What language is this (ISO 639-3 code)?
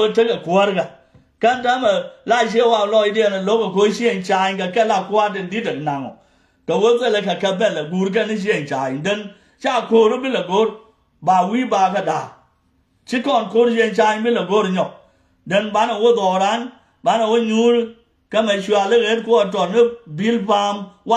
nus